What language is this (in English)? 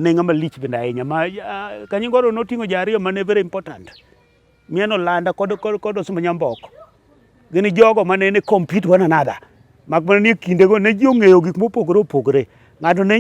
Luo (Kenya and Tanzania)